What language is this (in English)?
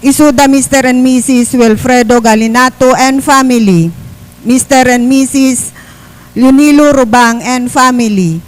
Iloko